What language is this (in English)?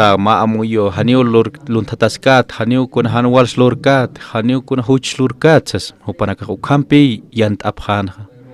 Aymara